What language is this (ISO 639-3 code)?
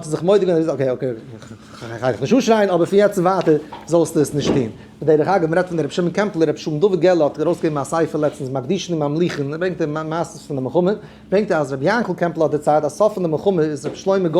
yid